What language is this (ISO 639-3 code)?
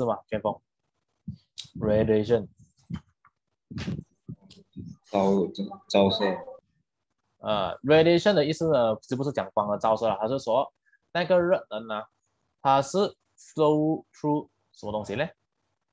zho